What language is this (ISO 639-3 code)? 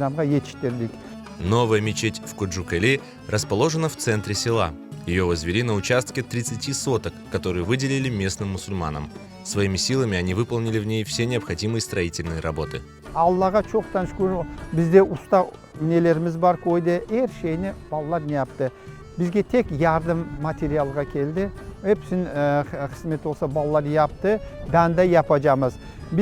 crh